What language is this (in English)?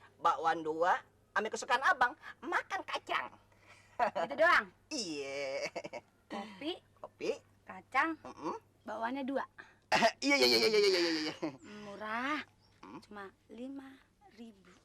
Betawi